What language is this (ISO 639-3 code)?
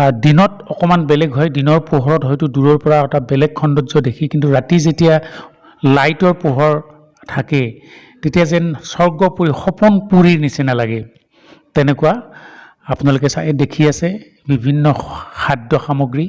asm